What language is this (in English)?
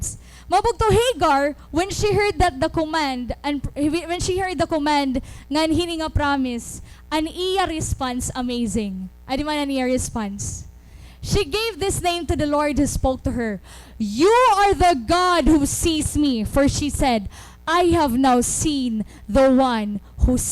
Waray